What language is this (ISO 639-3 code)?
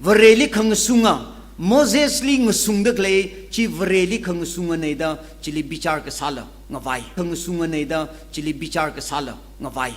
nmf